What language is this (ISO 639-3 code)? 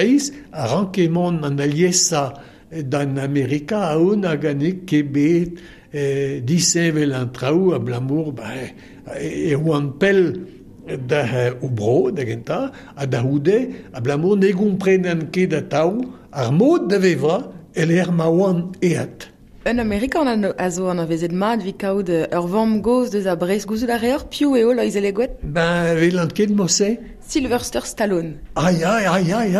bre